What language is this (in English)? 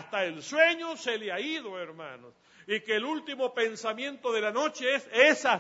Spanish